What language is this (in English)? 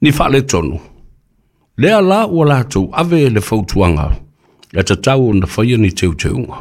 Samoan